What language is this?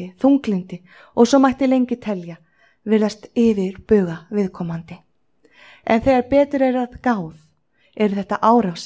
Icelandic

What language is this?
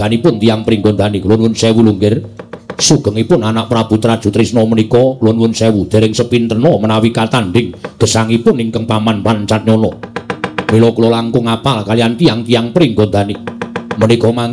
Javanese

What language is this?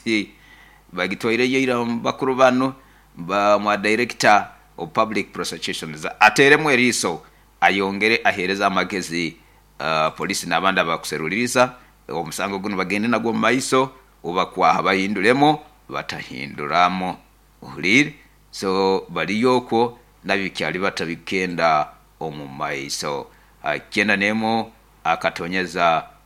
Nyoro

